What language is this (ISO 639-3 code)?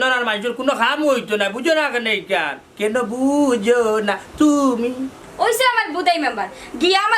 syl